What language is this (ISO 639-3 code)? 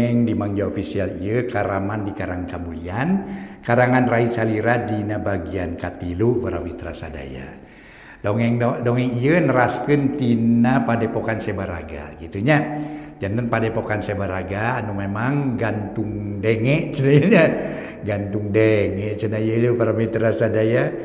sun